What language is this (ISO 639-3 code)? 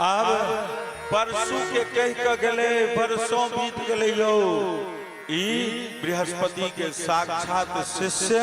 mai